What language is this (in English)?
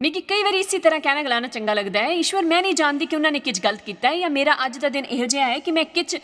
Dogri